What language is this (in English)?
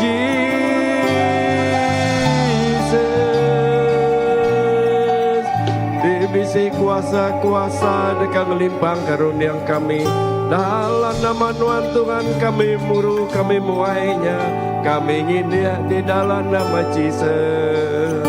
Iban